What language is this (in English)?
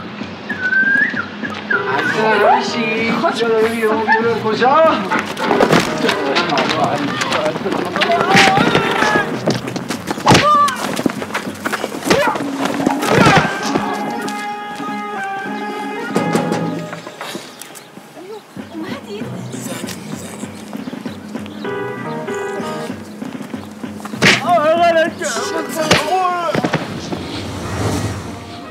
Persian